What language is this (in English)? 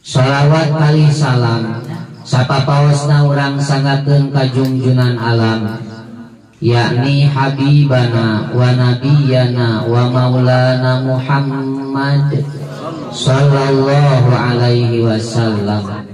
Sundanese